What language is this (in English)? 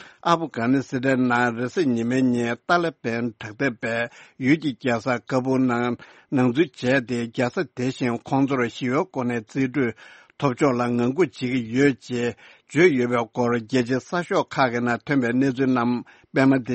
Tibetan